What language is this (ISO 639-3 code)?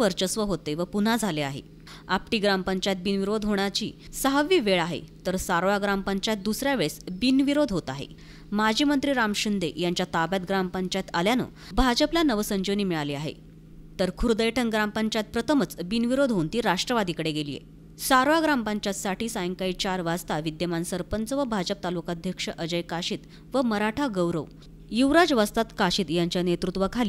mar